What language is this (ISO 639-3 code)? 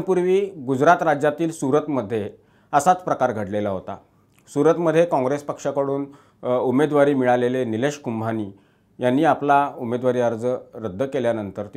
mar